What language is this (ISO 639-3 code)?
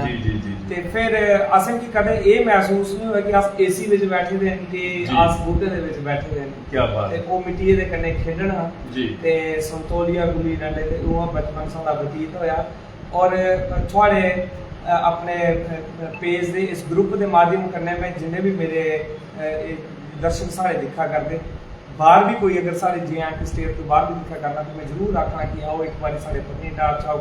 doi